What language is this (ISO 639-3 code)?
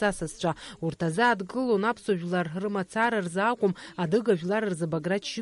abk